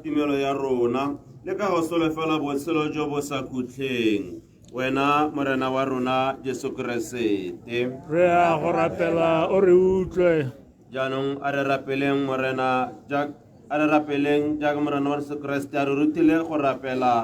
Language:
Tswana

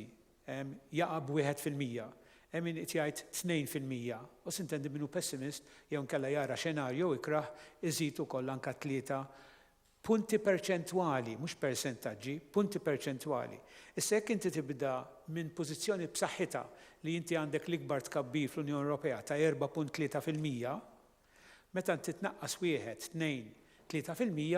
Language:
Maltese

